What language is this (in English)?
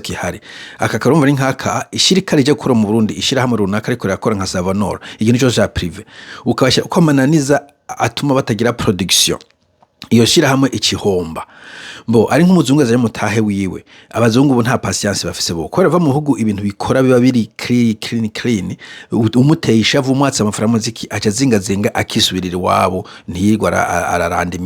Rundi